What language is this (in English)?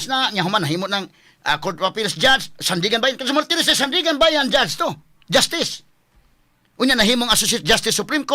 Cebuano